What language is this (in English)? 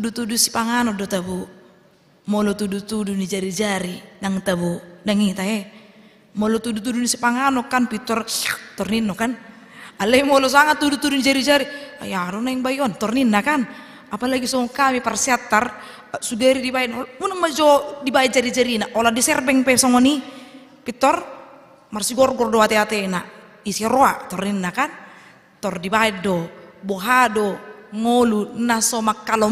Batak Toba